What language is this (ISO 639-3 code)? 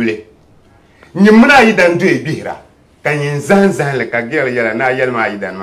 dag